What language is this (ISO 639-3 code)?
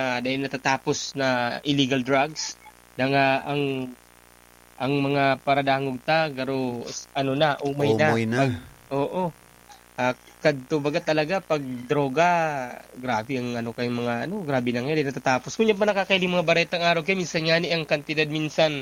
bik